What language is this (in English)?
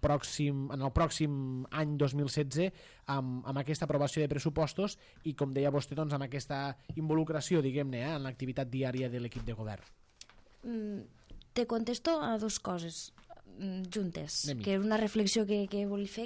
Catalan